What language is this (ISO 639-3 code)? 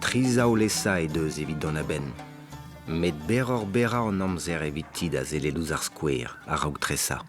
bre